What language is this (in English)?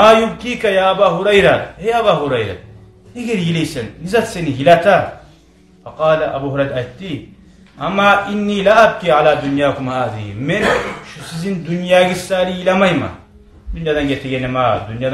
Kumyk